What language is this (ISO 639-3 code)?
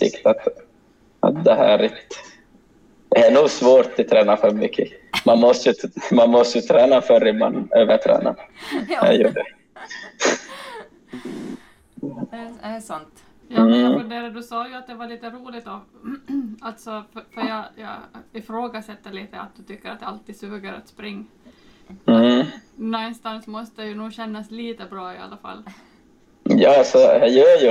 swe